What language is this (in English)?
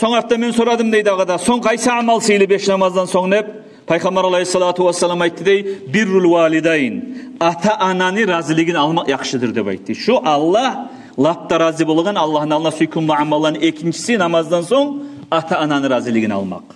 Kumyk